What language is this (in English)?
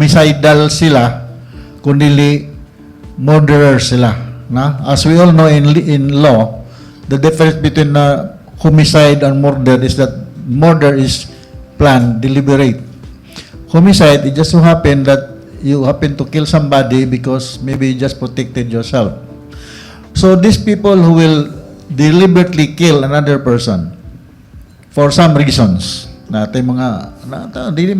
Cebuano